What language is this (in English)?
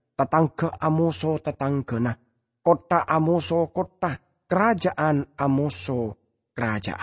Madurese